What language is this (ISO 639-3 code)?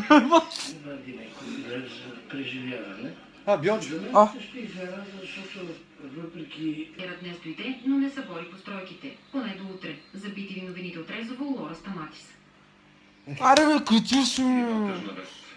bul